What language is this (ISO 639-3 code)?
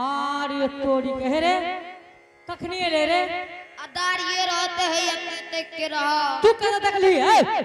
anp